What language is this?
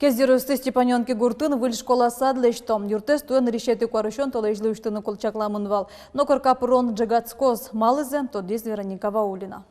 Udmurt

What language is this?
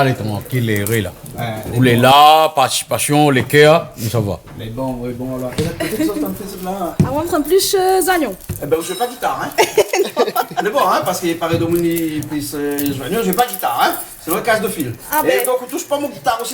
Réunion Creole French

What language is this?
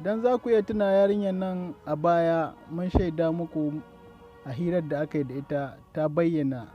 Hausa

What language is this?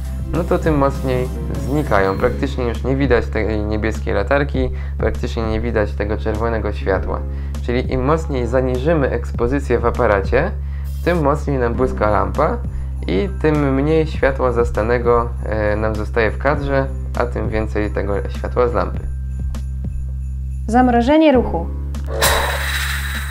Polish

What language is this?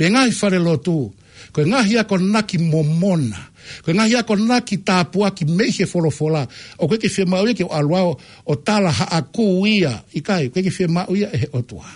Tongan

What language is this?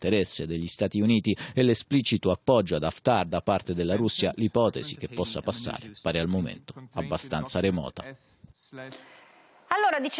Italian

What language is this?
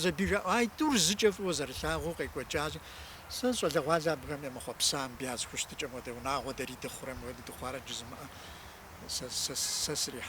Kabardian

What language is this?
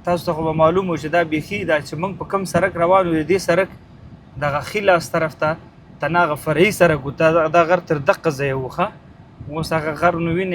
Pashto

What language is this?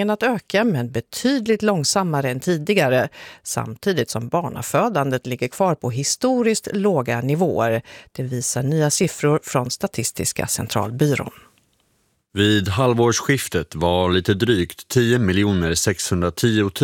Swedish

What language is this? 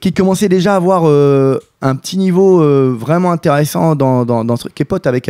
French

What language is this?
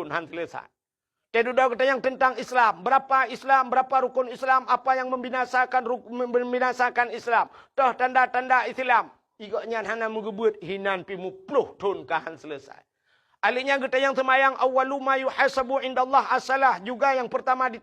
Achinese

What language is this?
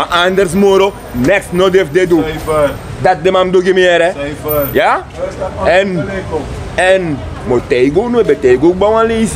Sranan Tongo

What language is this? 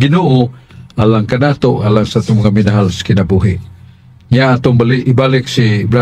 Cebuano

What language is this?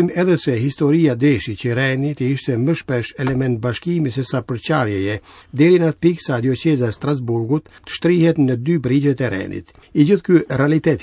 Albanian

